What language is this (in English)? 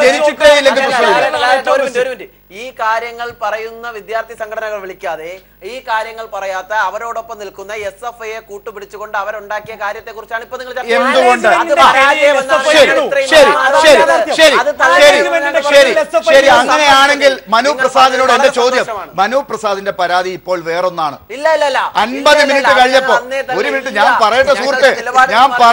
Malayalam